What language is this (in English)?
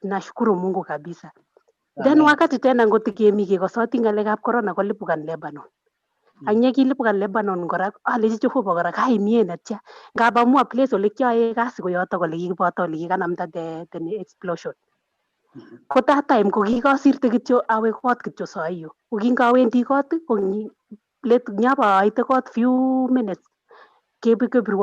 Kalenjin